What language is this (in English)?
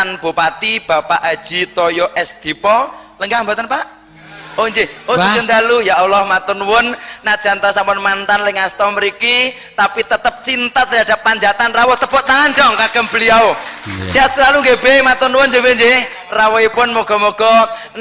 Javanese